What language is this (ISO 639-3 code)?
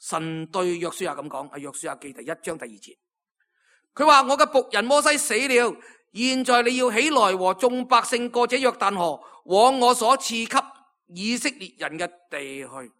yue